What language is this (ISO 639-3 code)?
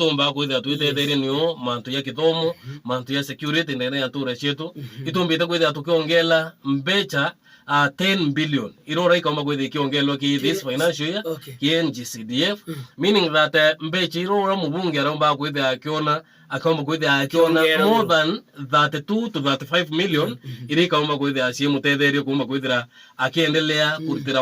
mer